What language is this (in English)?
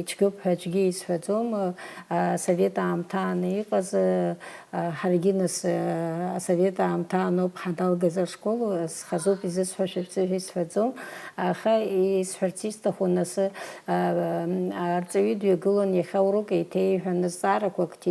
Abkhazian